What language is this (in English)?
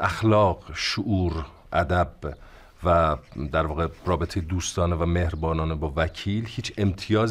Persian